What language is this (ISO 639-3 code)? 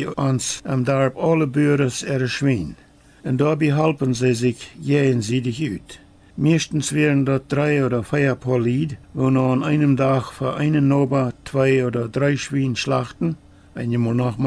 pdt